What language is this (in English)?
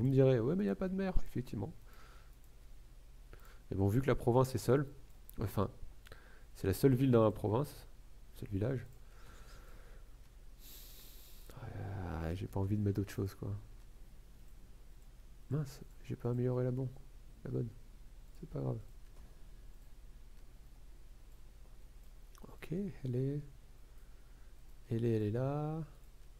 French